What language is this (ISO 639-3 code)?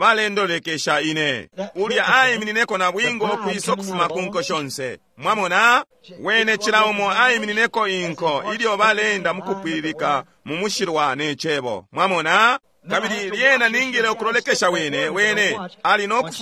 bem